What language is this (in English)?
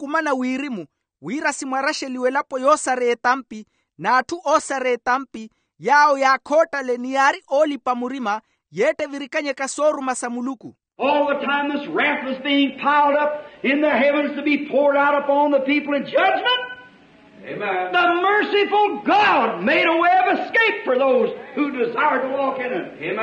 Makhuwa